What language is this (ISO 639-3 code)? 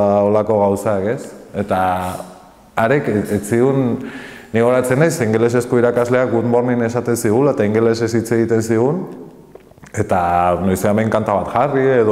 eus